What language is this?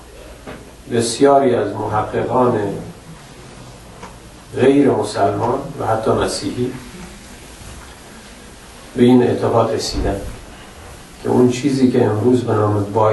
Persian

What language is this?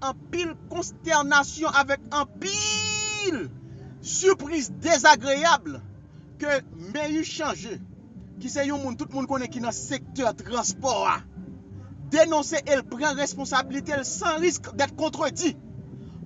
Haitian Creole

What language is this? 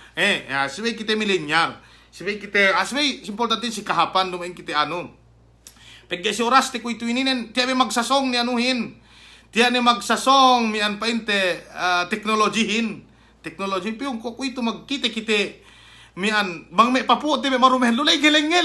Yakan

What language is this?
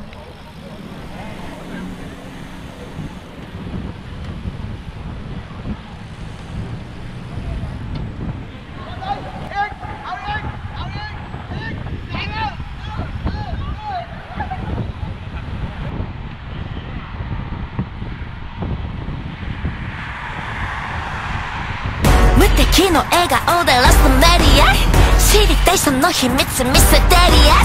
Japanese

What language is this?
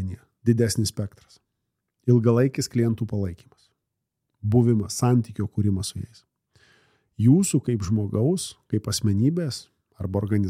Lithuanian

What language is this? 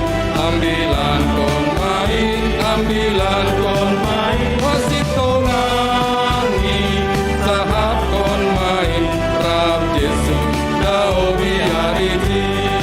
Batak Simalungun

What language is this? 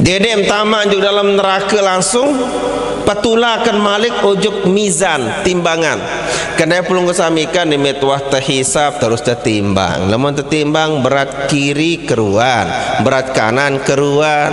Sasak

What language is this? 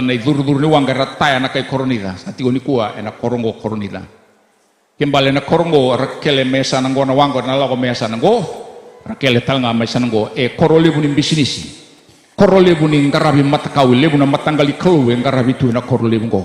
Fijian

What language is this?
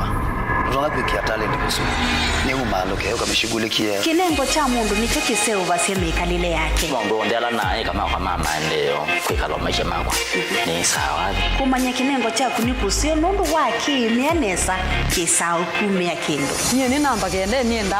Kamba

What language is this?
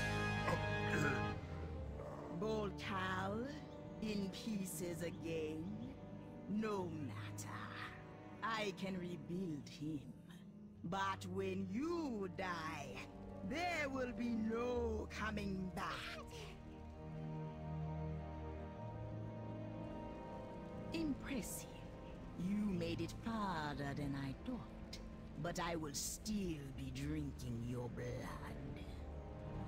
English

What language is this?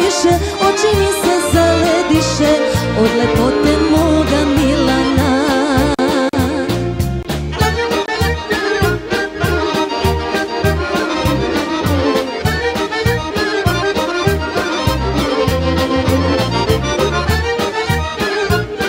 Serbian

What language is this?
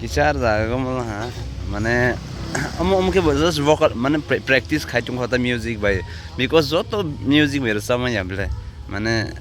Kok Borok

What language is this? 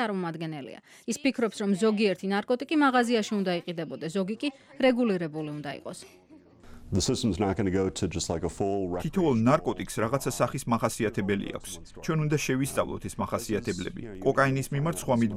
Georgian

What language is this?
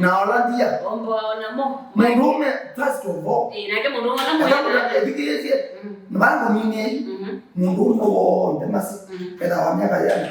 Kamba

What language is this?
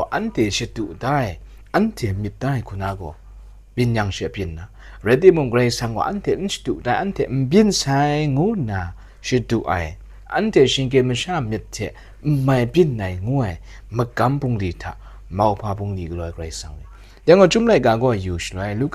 Kachin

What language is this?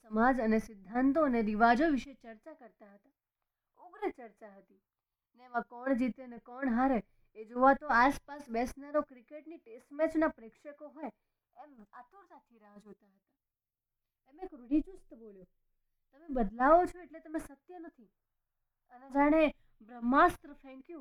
Gujarati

